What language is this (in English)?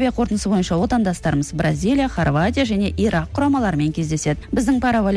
Kazakh